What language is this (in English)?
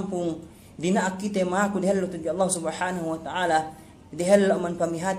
Yakan